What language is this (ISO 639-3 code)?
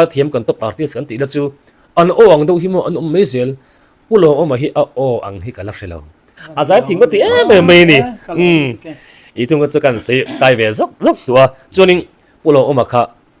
lus